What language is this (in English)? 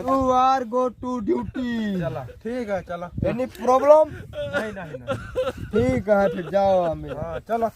Awadhi